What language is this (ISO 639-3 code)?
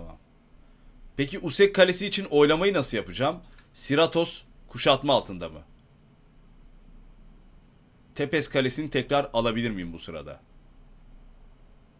tur